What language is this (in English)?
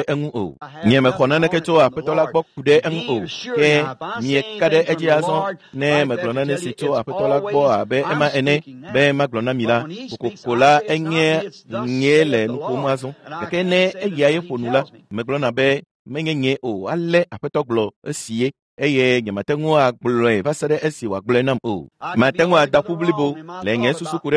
Ewe